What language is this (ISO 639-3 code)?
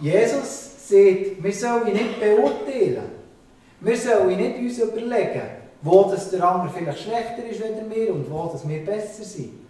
gsw